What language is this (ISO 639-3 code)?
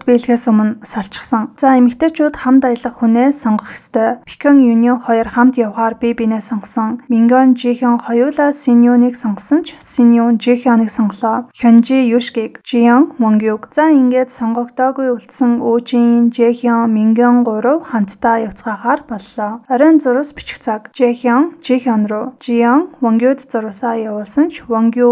mon